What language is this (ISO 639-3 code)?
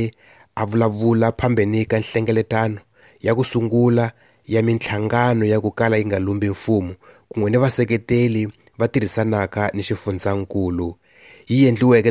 tso